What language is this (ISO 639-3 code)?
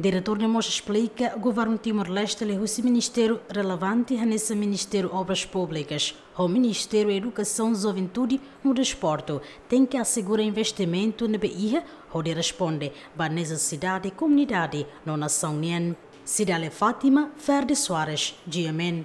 tet